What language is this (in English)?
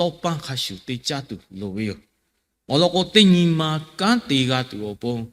Lahu